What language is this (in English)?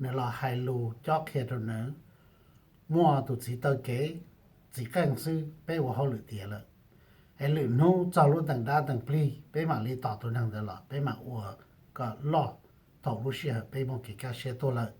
Hmong